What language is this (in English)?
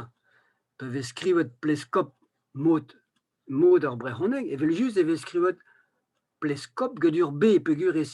Breton